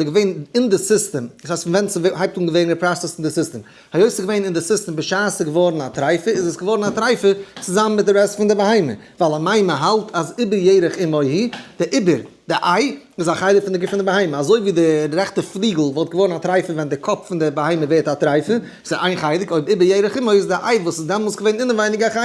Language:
Yiddish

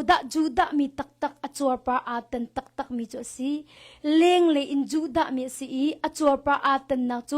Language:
Hakha Chin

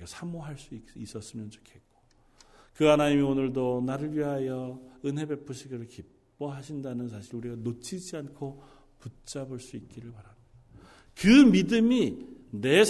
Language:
Korean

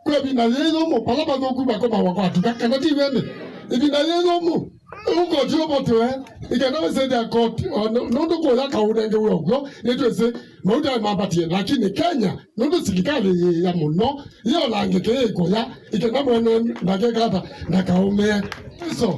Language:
Kamba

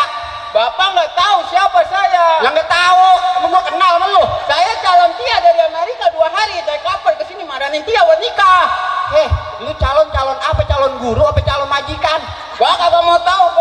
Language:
Betawi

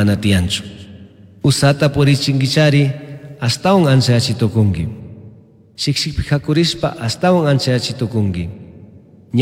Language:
Chimborazo Highland Quichua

